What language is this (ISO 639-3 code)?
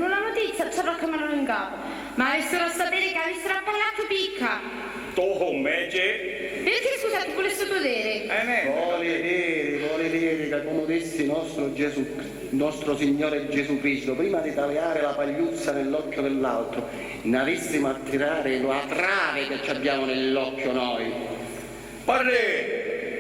scn